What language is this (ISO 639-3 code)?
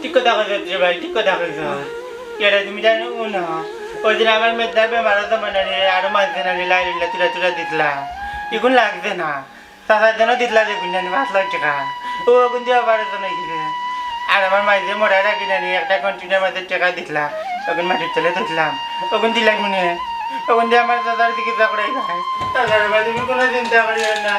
syl